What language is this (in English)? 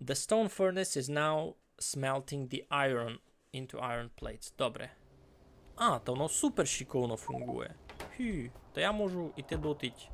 Rusyn